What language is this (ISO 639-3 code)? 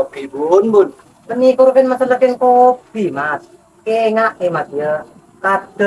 mad